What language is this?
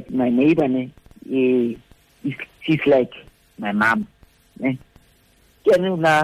Tswana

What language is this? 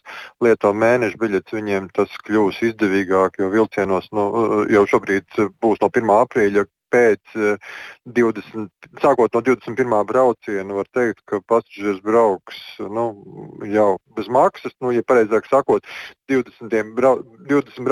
Latvian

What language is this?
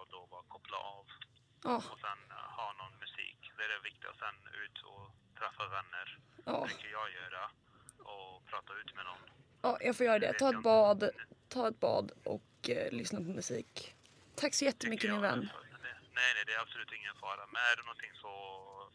Swedish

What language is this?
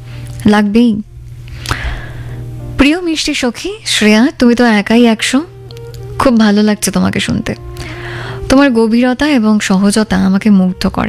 Bangla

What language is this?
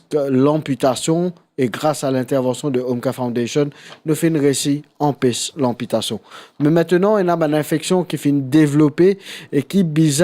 Morisyen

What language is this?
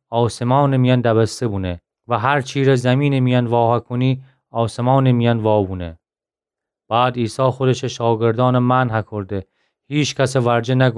Gilaki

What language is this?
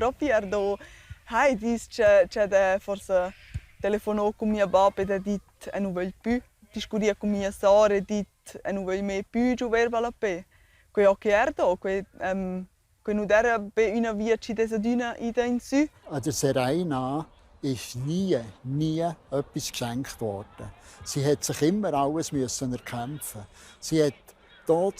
Romansh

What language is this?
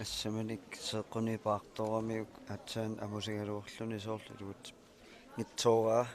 Kalaallisut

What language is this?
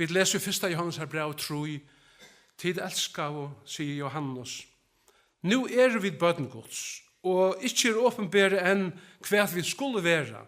Faroese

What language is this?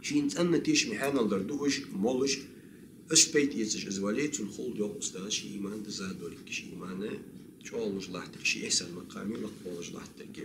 Ingush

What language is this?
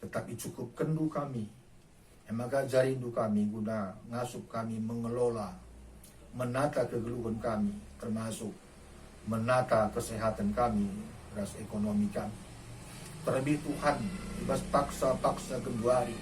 Batak Karo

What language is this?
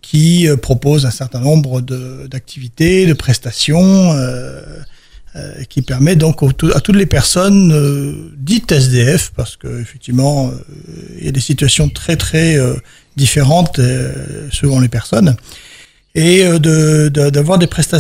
French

